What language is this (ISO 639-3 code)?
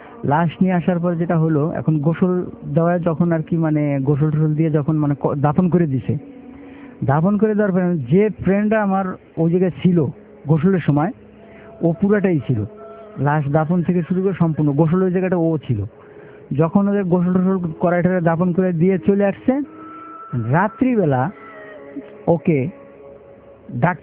ben